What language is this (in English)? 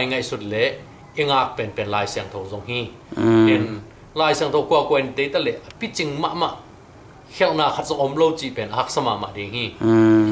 Tedim Chin